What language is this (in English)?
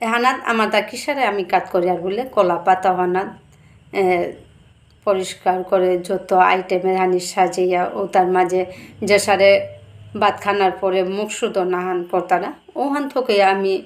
Bishnupriya